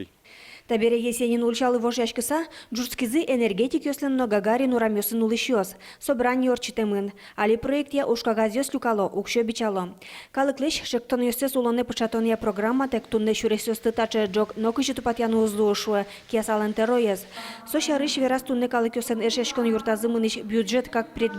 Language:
Udmurt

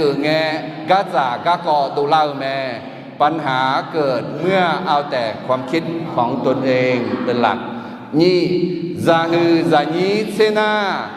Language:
Akha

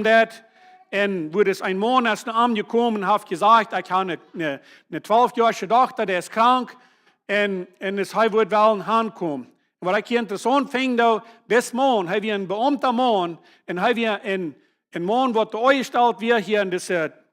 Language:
Plautdietsch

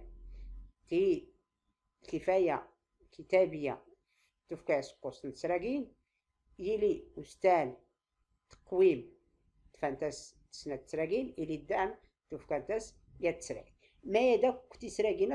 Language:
Tachelhit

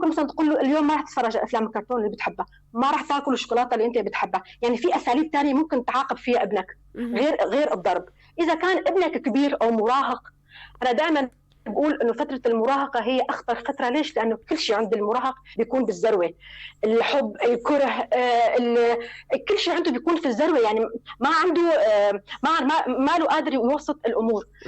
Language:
North Levantine Arabic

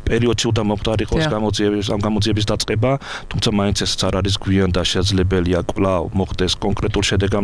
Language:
Georgian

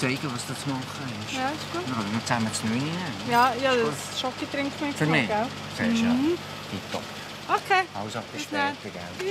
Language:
Swiss German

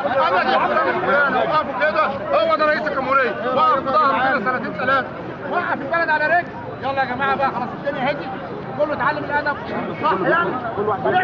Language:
Egyptian Arabic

